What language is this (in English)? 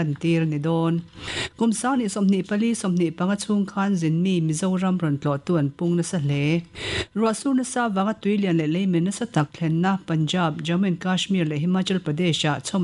Mizo